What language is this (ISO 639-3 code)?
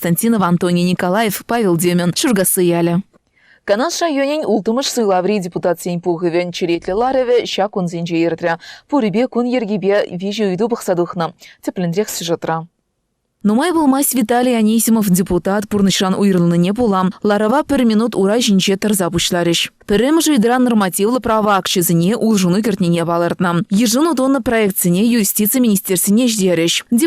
chv